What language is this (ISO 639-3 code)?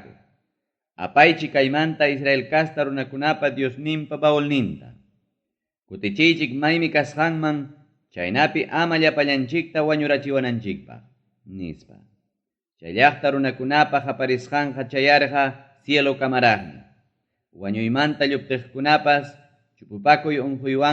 quy